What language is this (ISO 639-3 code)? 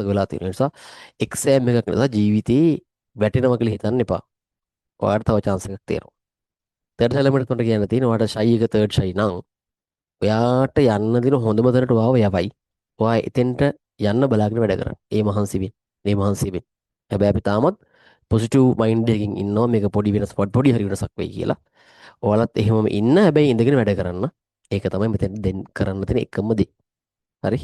sin